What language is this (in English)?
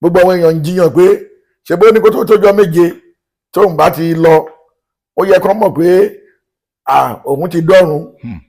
Yoruba